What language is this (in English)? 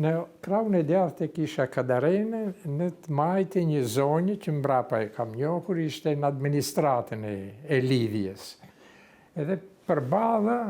Albanian